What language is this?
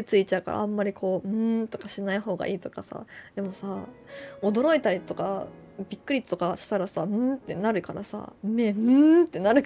Japanese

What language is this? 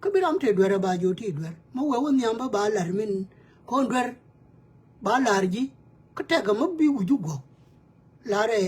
Nuer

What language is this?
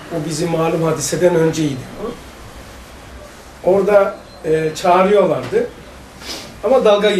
Turkish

